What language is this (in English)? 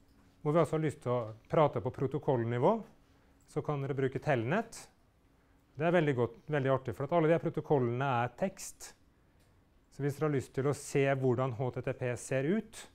Norwegian